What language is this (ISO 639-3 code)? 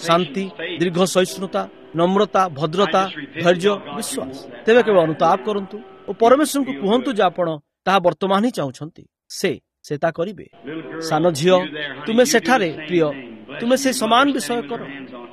ori